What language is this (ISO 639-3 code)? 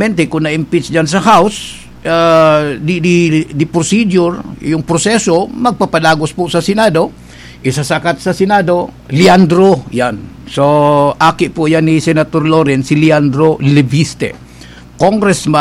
bik